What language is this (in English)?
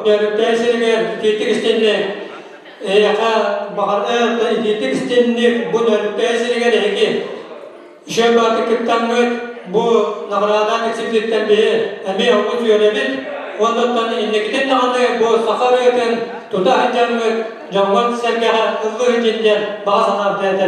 Yakut